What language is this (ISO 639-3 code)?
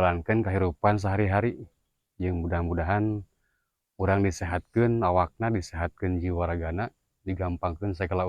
sun